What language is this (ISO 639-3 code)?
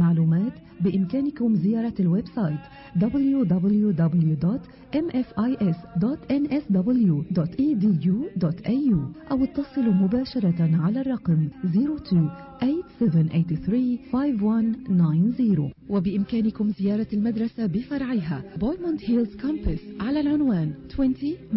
ara